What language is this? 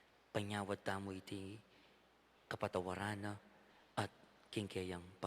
Pampanga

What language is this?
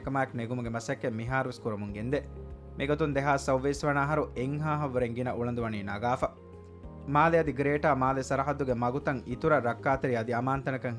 Divehi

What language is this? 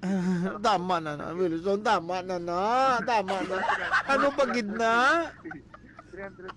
Filipino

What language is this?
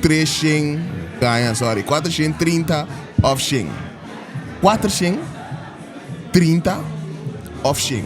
Papiamento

